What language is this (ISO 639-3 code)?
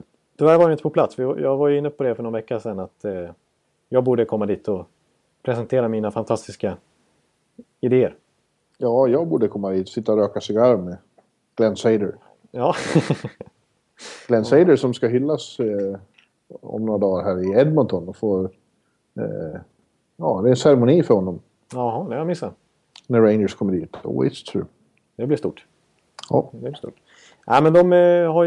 swe